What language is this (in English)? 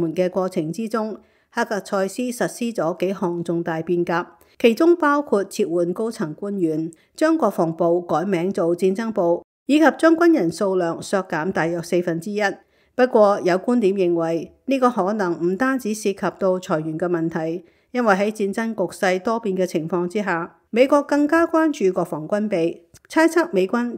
Cantonese